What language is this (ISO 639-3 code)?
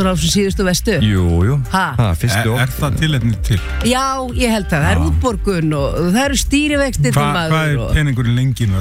isl